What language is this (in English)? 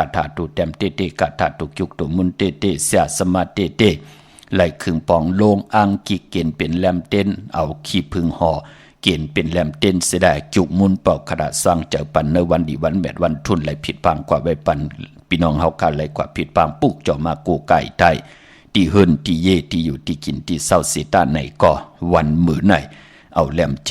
Shan